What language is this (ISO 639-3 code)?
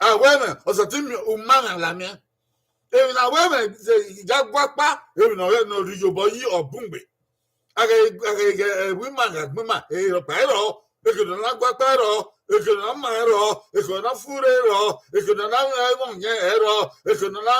bin